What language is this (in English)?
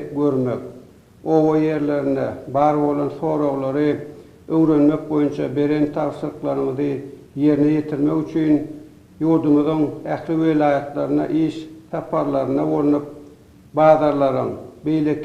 Turkmen